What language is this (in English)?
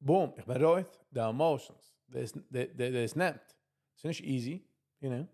Yiddish